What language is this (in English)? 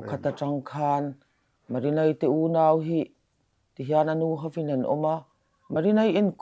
Mizo